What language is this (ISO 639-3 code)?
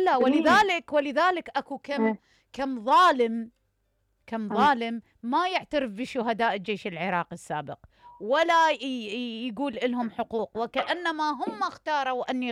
acm